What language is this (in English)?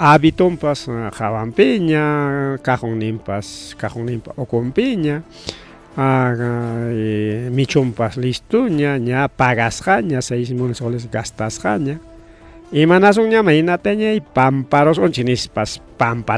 Ayacucho Quechua